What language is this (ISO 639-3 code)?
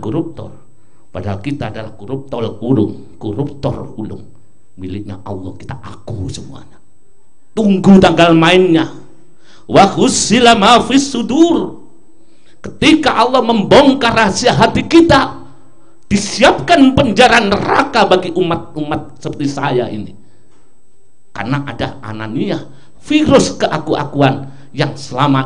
ind